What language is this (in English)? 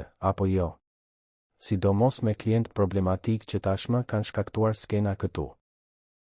Albanian